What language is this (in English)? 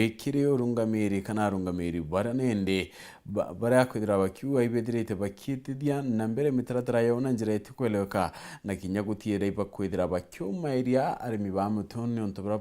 Meru